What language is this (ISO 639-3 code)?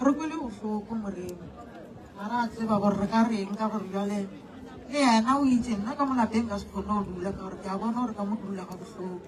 nso